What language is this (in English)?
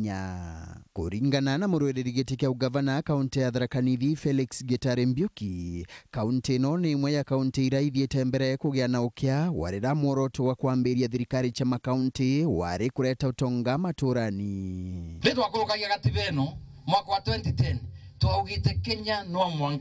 Meru